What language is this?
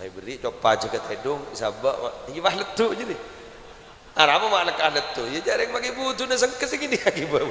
Madurese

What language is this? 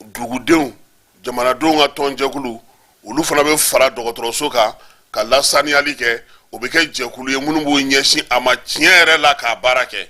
Bambara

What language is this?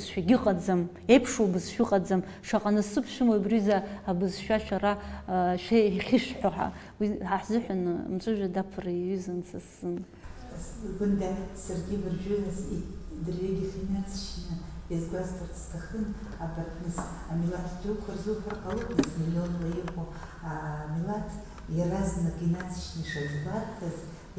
Abkhazian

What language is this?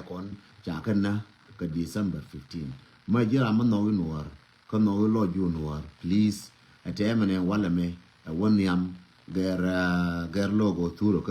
Nuer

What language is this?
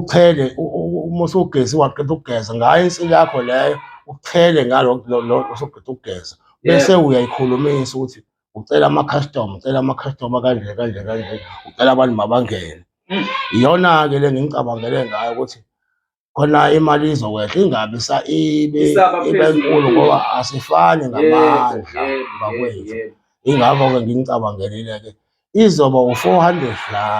Zulu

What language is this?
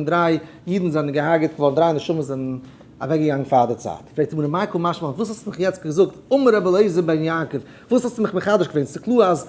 Yiddish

